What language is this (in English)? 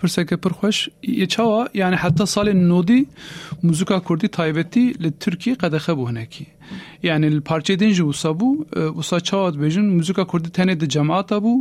Kurdish